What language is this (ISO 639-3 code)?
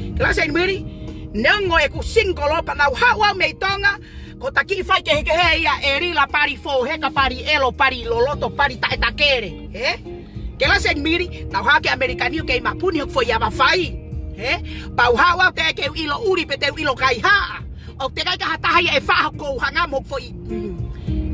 ton